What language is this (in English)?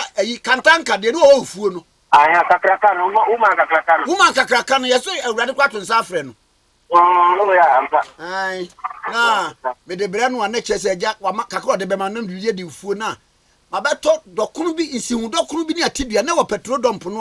Akan